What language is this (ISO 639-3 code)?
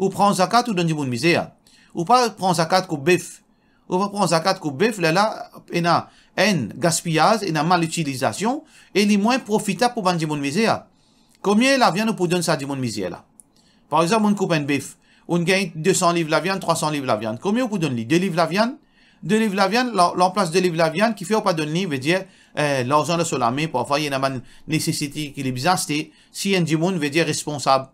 mfe